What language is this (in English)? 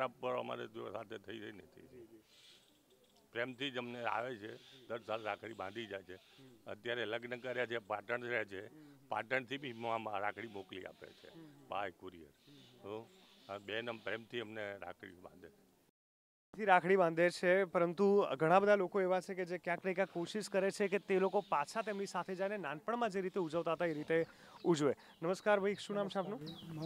Gujarati